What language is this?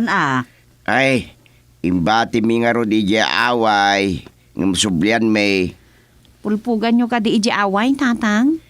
Iloko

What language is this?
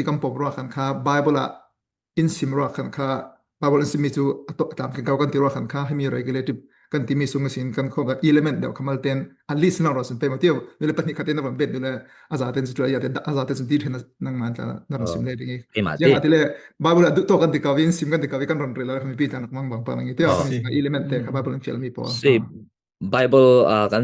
Falam Chin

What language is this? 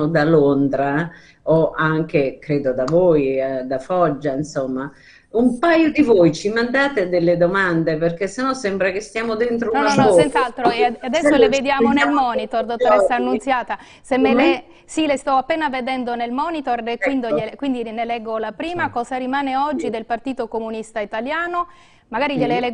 Italian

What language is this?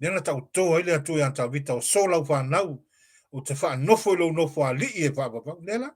Samoan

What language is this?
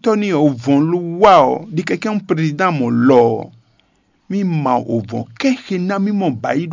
Fon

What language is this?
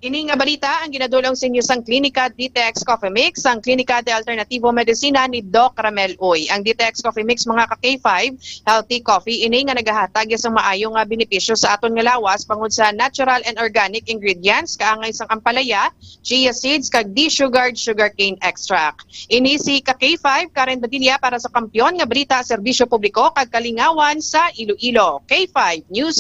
Hiligaynon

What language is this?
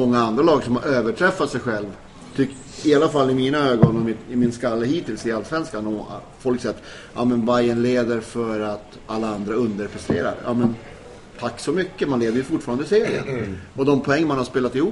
Swedish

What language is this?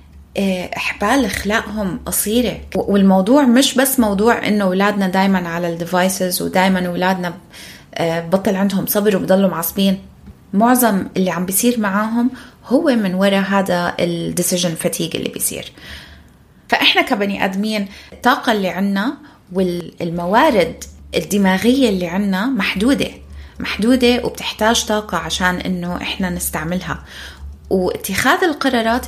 North Levantine Arabic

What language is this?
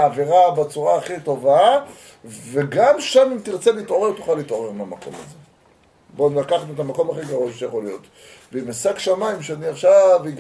Hebrew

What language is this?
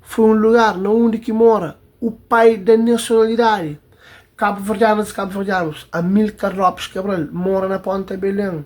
Kabuverdianu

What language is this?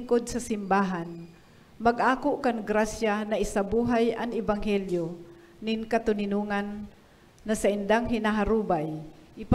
Bikol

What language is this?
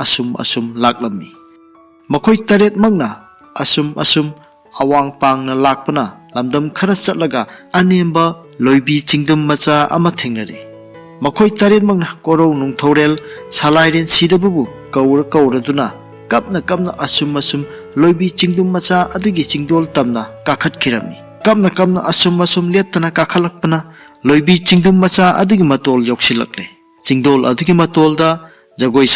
Manipuri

